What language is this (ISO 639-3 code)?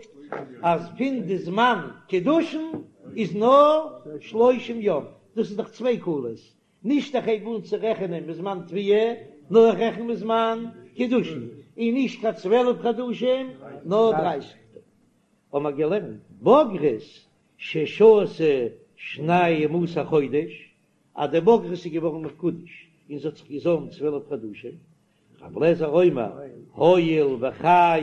yid